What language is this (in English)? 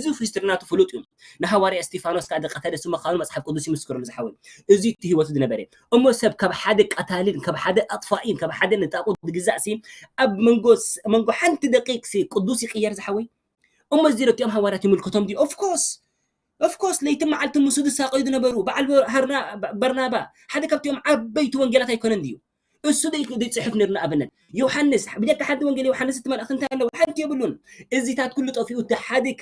Tigrinya